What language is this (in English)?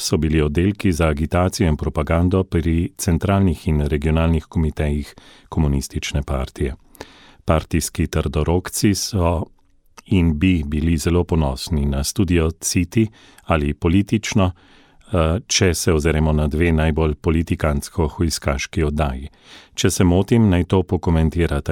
Slovenian